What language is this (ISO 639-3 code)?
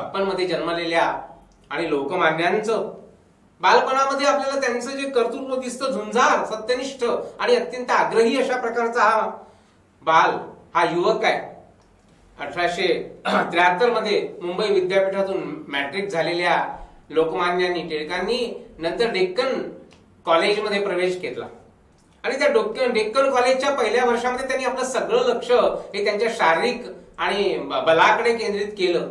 mar